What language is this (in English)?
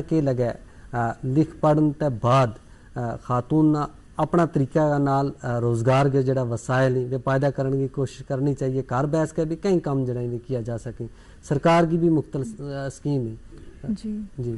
Gujari